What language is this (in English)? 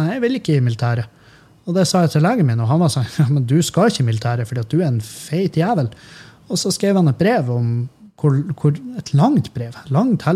Norwegian